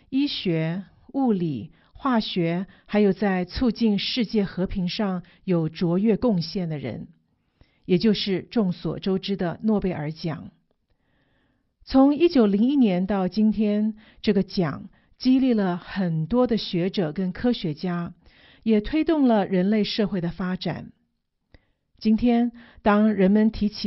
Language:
Chinese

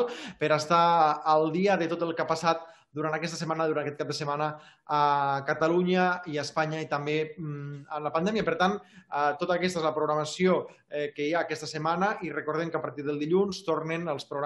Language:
Catalan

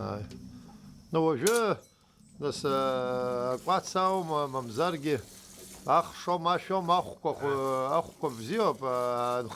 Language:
Abkhazian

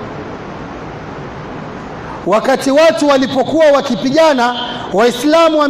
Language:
Swahili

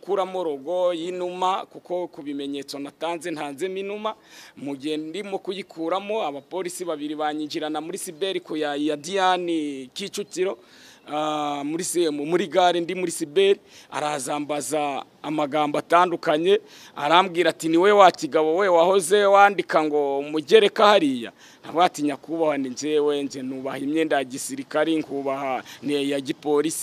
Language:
Kinyarwanda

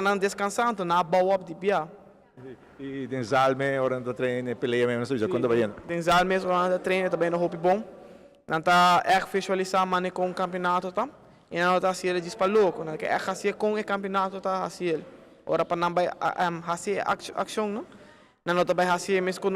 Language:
Papiamento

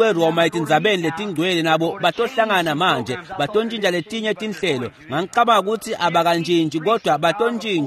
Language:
Swati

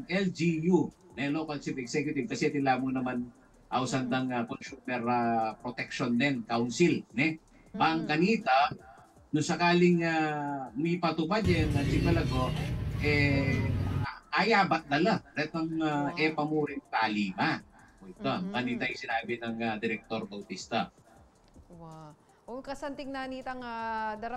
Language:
Pampanga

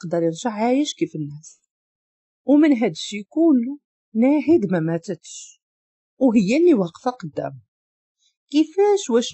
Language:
Moroccan Arabic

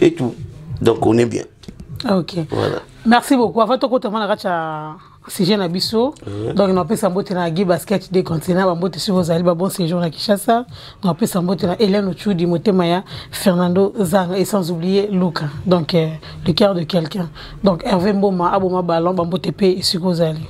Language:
Lingala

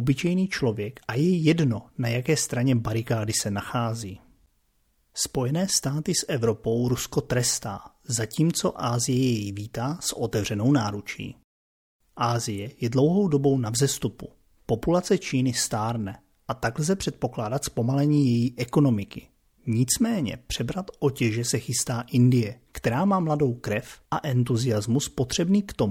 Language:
Czech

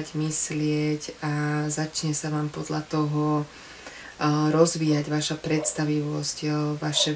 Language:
Slovak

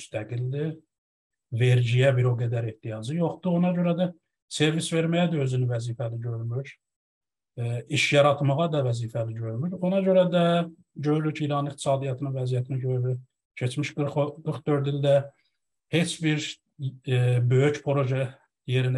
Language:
South Azerbaijani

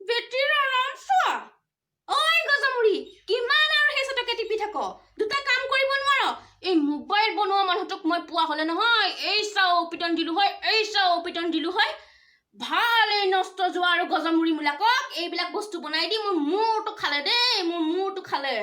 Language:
Assamese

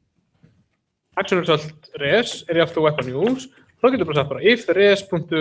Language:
Icelandic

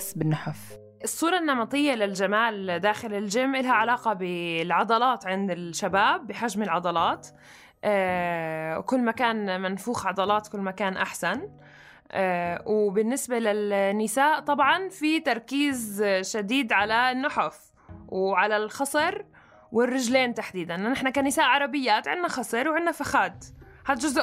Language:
North Levantine Arabic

